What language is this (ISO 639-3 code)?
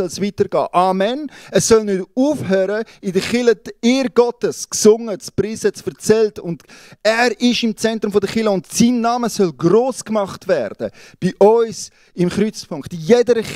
gsw